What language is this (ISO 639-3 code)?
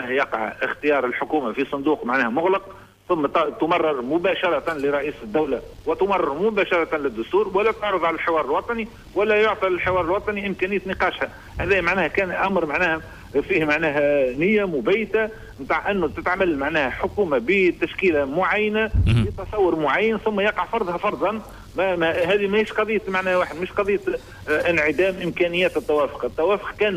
aeb